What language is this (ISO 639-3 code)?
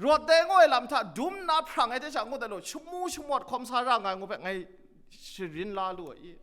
kac